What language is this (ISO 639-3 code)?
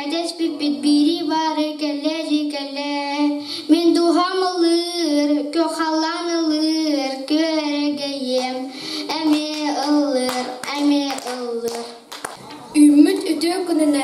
sah